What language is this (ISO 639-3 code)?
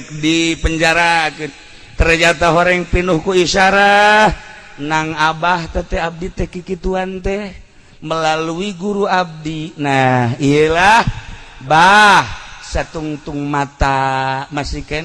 sun